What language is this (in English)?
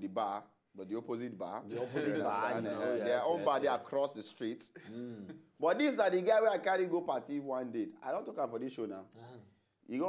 Nigerian Pidgin